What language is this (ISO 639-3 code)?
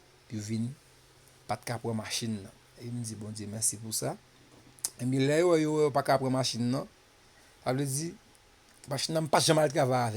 hat